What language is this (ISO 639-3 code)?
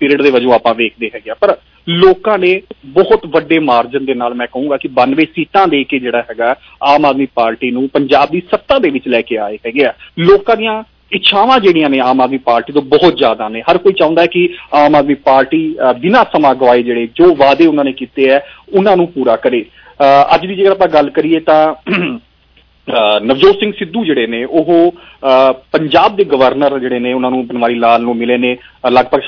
pan